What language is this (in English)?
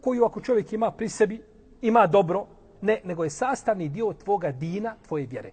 Bosnian